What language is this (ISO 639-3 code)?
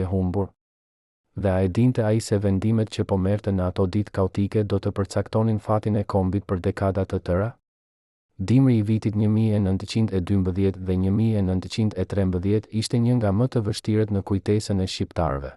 sqi